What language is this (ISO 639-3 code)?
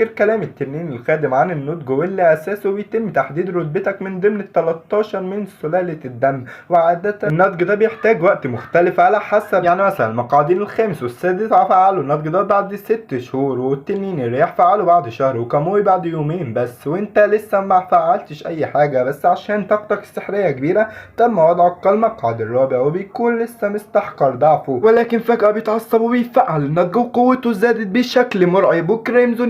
arz